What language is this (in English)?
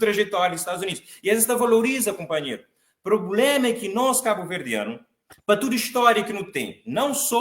Kabuverdianu